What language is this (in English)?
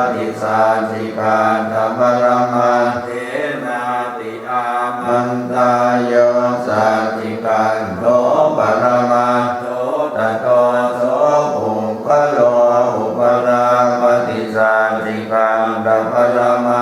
Pali